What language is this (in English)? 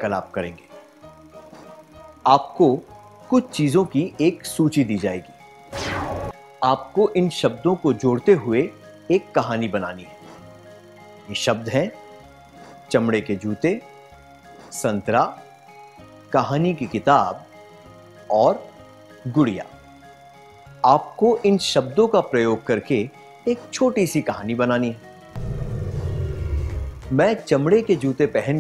Hindi